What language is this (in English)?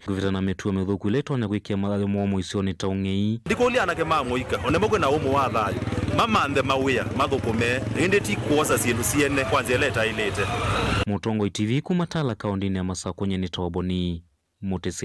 Kamba